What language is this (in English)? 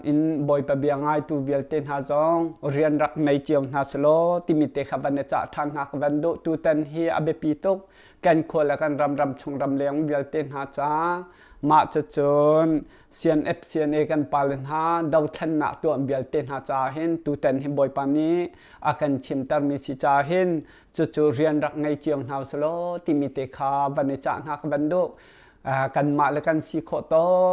Hakha Chin